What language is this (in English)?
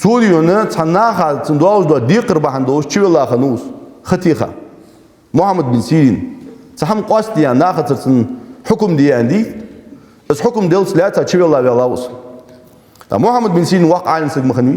Ingush